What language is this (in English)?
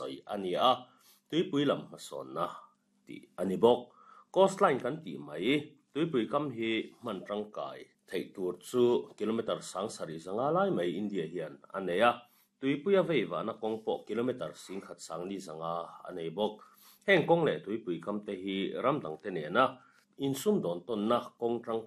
Mizo